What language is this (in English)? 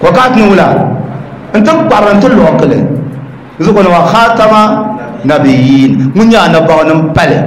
Dagbani